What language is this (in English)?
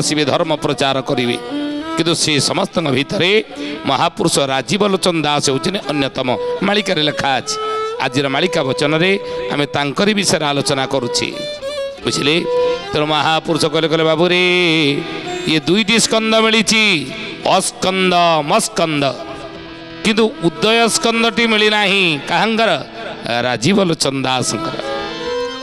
Odia